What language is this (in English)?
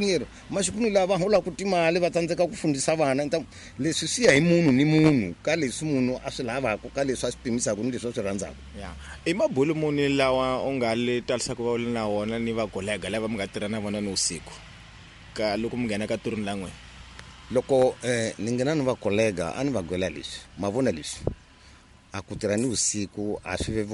Tsonga